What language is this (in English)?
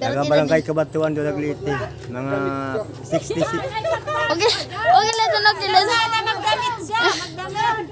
Waray